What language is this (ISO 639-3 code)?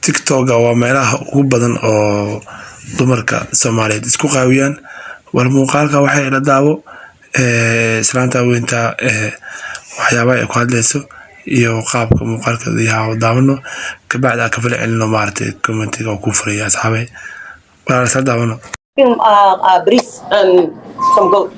som